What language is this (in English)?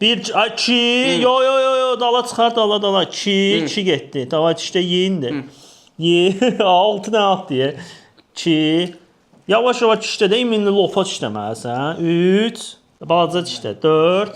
Azerbaijani